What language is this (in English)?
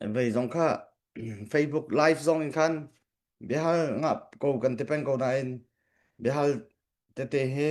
Hakha Chin